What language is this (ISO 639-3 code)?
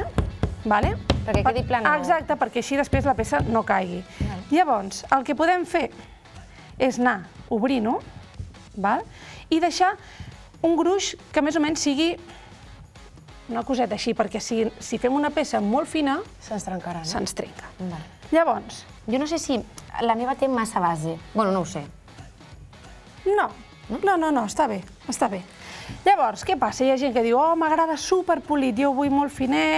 cat